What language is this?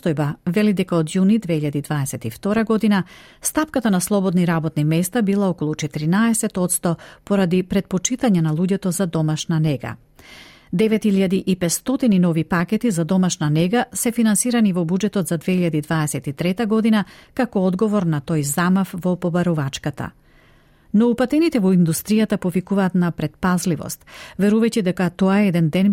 Macedonian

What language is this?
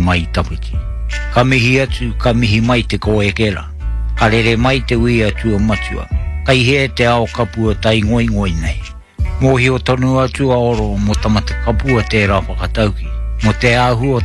Māori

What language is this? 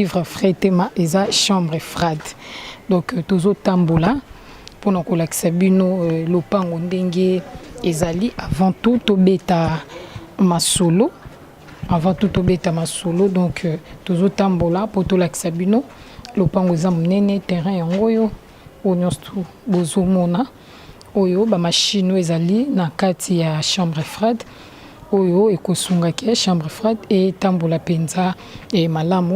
Lingala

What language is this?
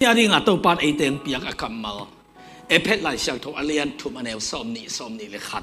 Tedim Chin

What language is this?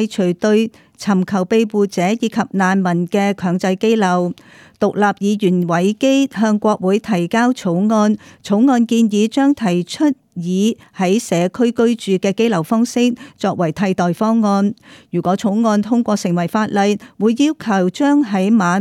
Cantonese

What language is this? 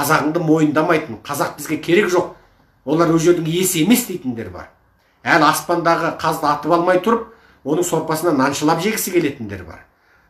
Kazakh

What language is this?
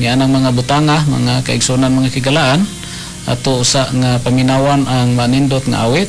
Cebuano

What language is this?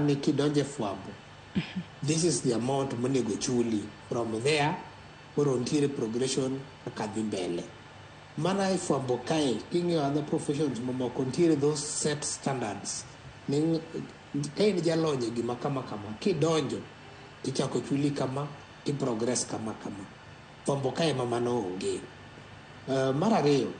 Luo (Kenya and Tanzania)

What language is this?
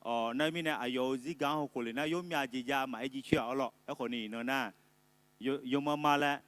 Akha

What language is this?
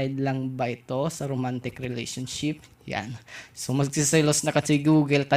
Bikol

